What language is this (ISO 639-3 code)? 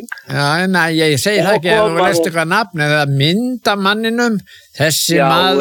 isl